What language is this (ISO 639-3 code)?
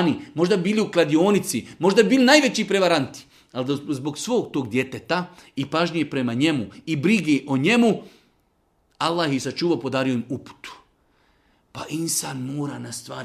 bos